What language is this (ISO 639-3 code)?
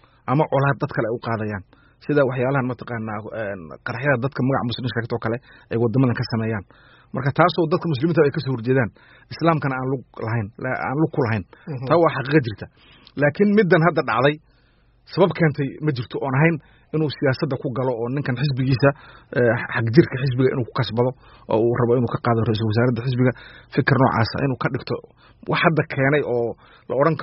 som